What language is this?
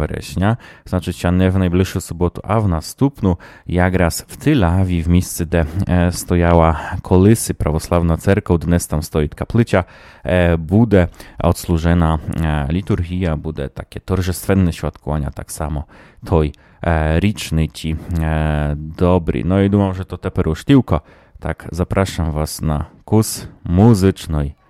Rusyn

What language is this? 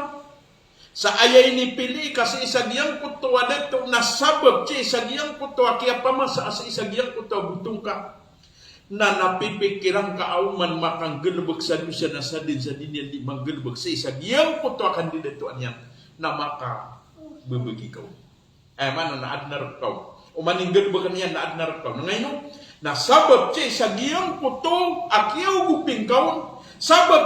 Maranao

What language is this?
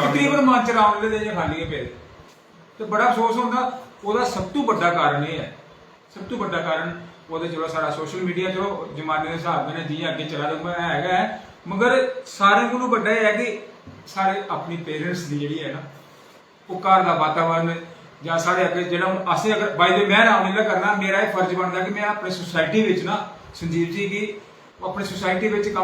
Dogri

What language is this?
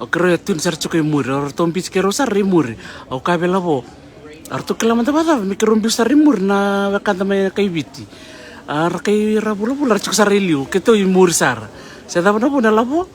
Fijian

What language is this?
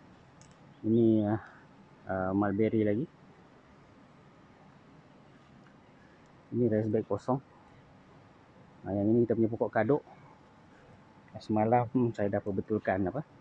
Malay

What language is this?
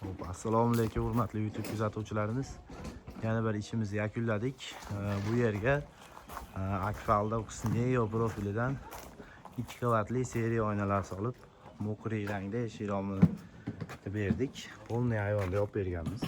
Uzbek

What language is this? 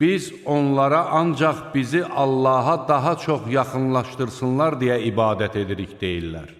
Azerbaijani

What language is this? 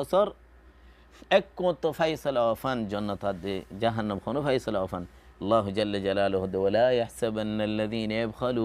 Rohingya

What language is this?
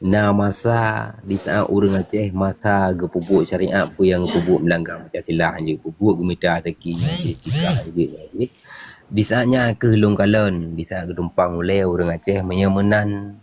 Achinese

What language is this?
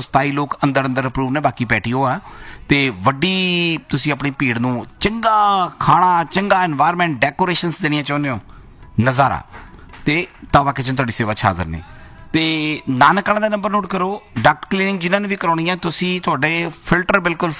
Punjabi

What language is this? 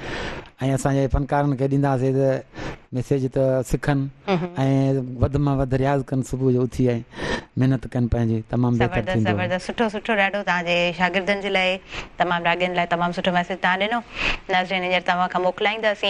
Sindhi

